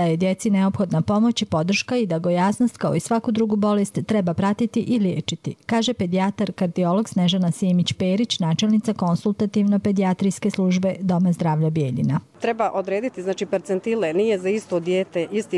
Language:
Croatian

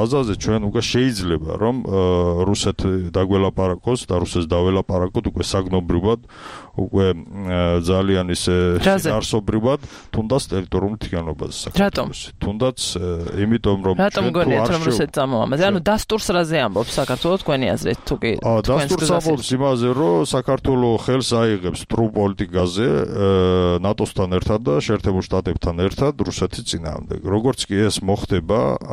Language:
Georgian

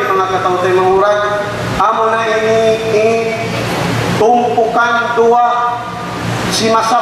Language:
Tausug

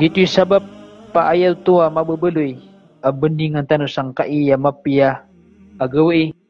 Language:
Maranao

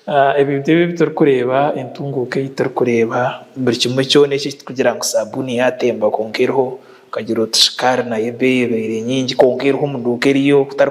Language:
Nyankole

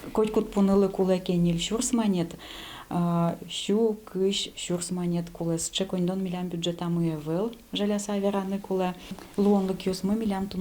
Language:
Udmurt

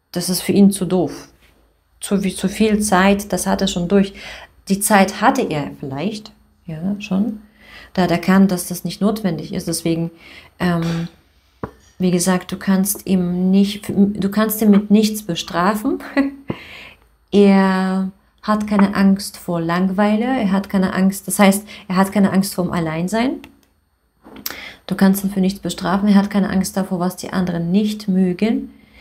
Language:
German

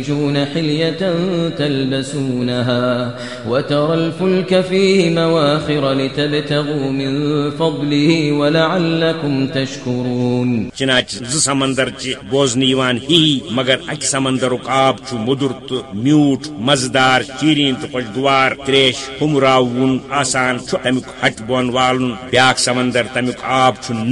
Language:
Kashmiri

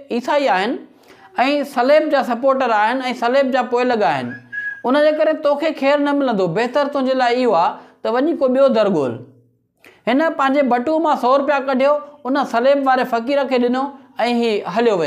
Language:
Sindhi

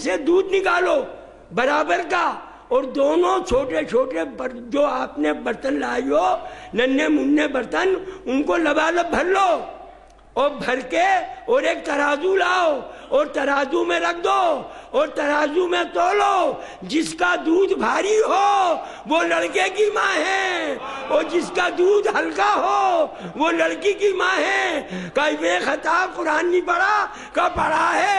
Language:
Urdu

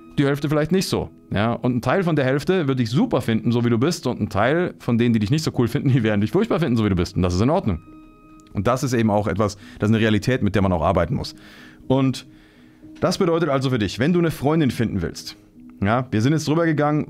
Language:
German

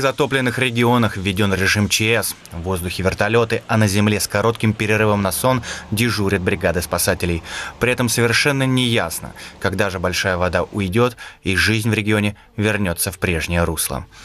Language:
Russian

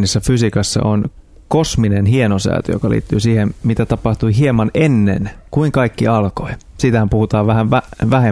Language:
Finnish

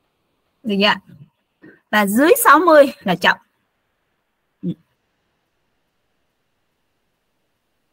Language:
Vietnamese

